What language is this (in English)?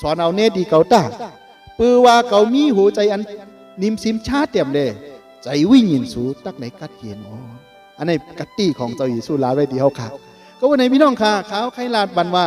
Shan